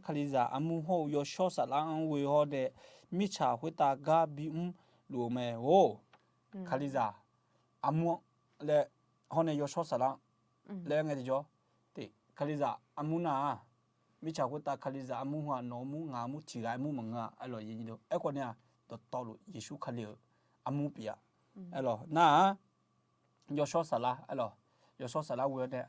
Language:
Akha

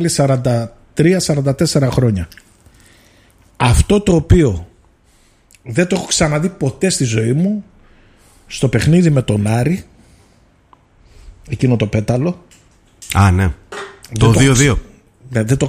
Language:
Greek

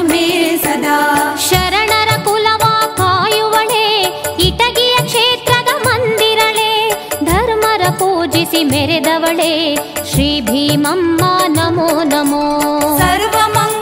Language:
Kannada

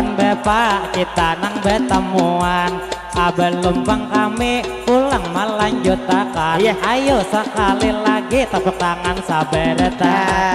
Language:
Banjar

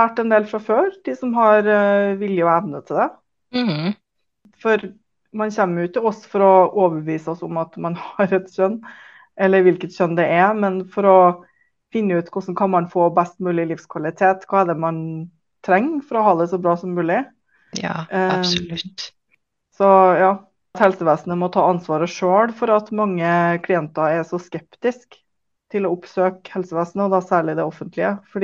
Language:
Norwegian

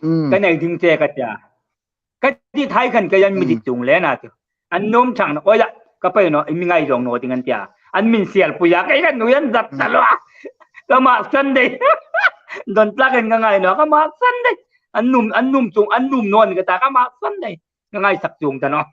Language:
Hmar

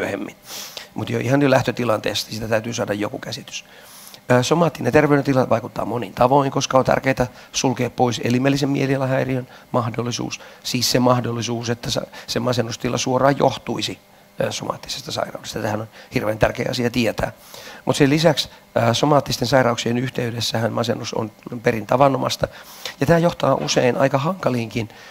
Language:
Finnish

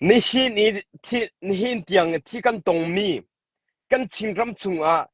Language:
Hakha Chin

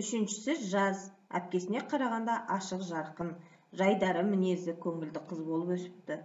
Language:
Kazakh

